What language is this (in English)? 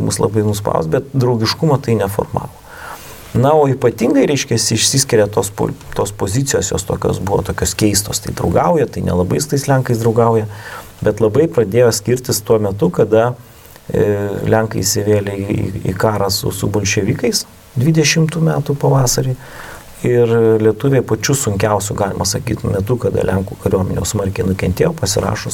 Lithuanian